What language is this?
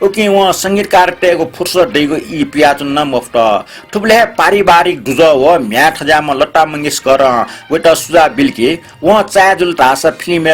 Newari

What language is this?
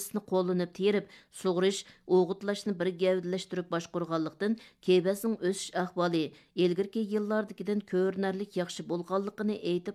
Uyghur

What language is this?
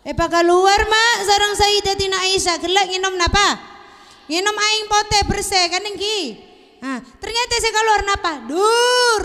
Madurese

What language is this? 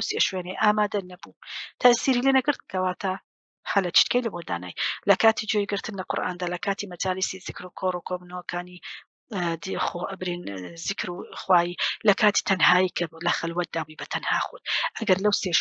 Central Kurdish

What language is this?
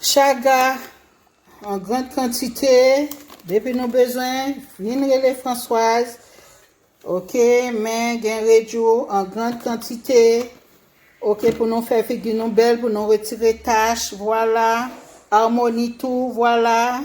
Haitian Creole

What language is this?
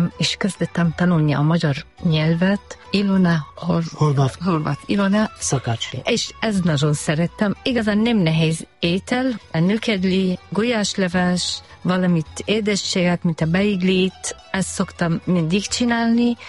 Hungarian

